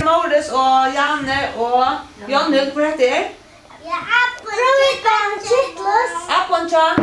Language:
Faroese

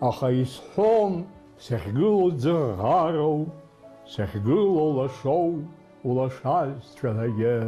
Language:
Abkhazian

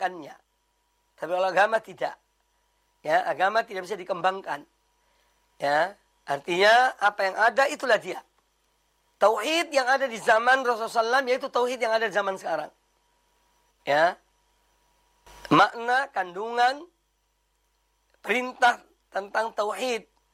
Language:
Indonesian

